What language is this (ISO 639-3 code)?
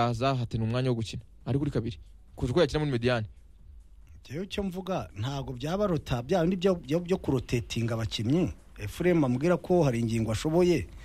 kin